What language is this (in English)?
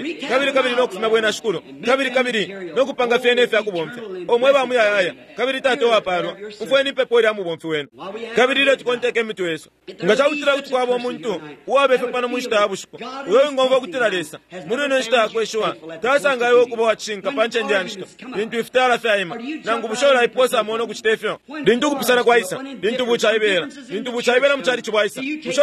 Bemba